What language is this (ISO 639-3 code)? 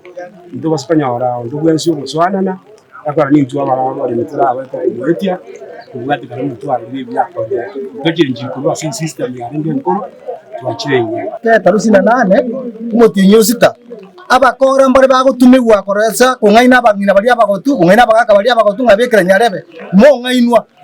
guz